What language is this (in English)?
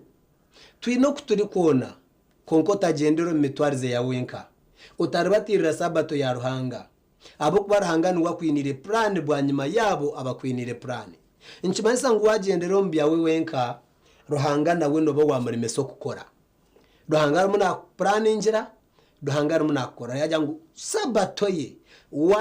Nyankole